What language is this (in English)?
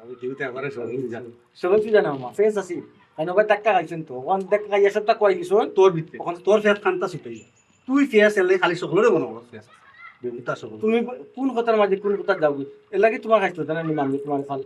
Sylheti